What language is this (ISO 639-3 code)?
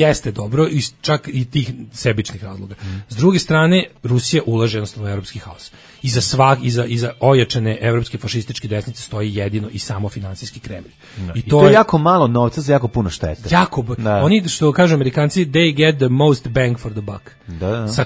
srp